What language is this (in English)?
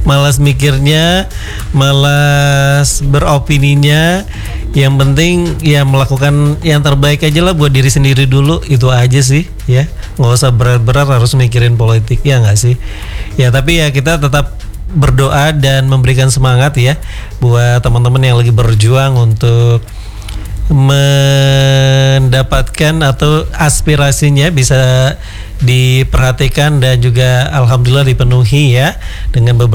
Indonesian